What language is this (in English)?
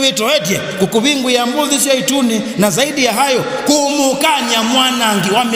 Kamba